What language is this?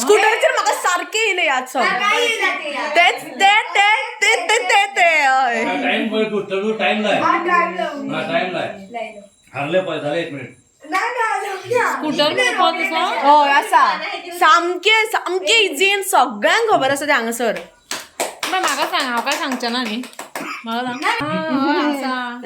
Konkani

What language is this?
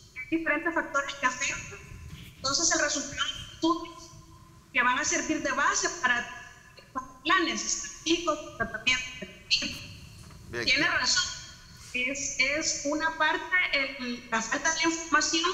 Spanish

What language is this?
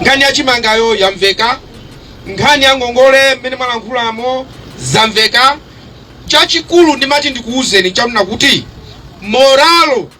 Nyanja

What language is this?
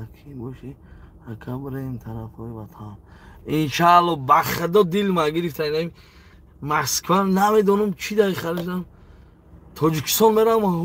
Tajik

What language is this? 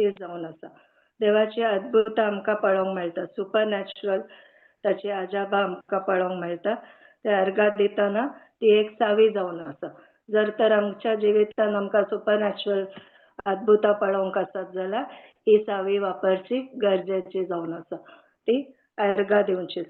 Konkani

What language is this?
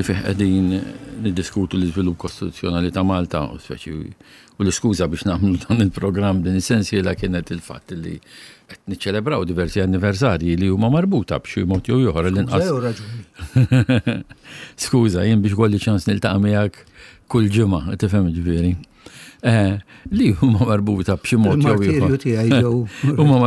Maltese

